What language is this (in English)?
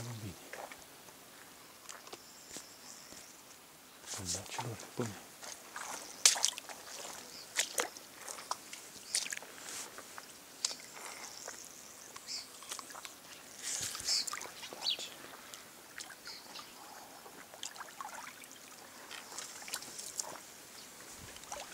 Romanian